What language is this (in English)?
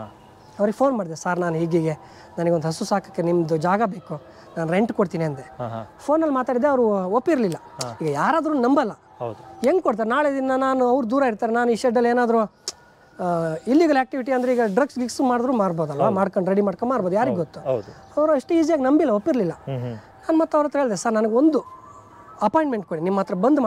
Kannada